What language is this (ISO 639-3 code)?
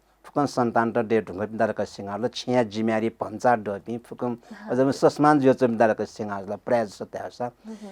new